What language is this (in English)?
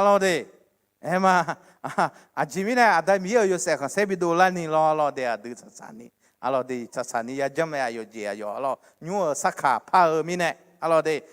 Akha